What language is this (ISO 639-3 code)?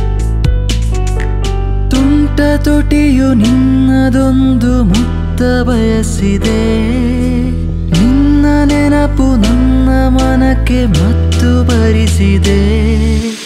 kan